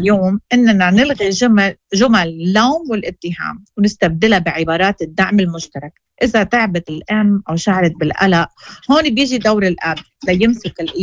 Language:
Moroccan Arabic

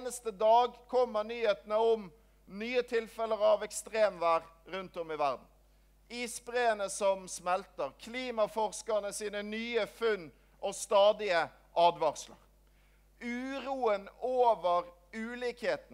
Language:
Norwegian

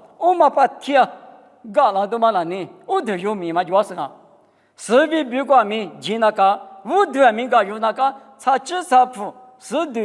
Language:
Lisu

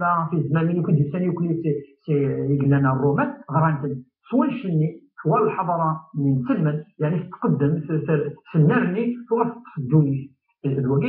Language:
Kabyle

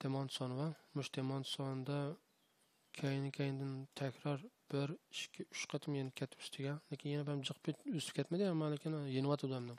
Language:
Uyghur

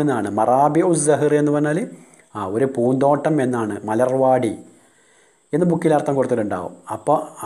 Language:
Malayalam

